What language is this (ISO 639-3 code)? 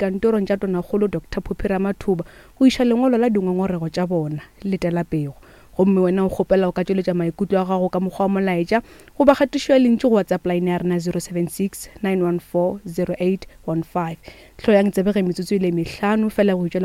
nso